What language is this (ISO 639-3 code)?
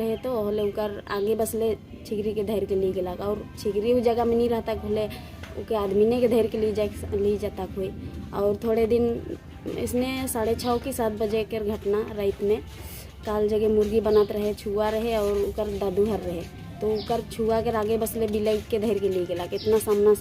sck